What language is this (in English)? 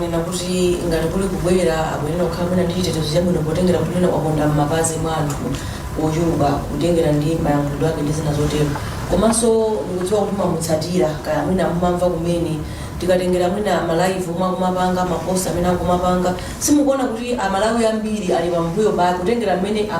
Nyanja